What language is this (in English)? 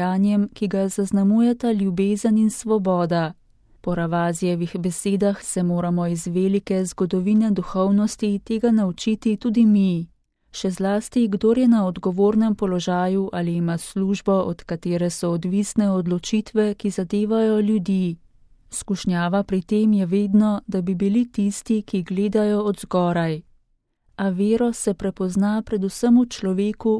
Slovenian